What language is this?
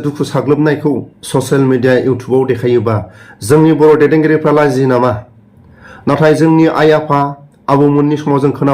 Bodo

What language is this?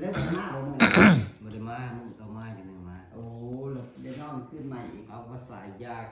Northeastern Thai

